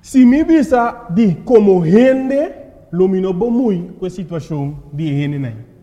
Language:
Papiamento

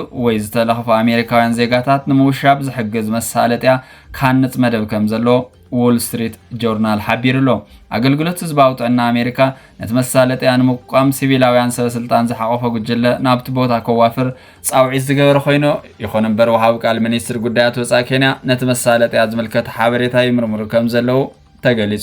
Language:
Tigrinya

